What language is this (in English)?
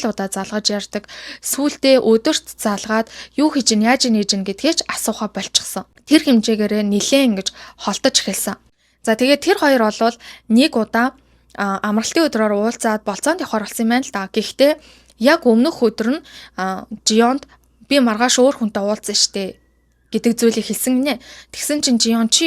Mongolian